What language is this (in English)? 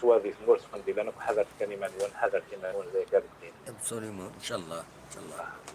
Kabyle